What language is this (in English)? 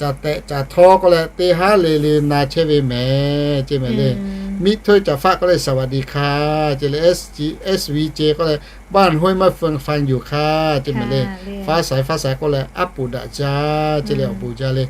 Lahu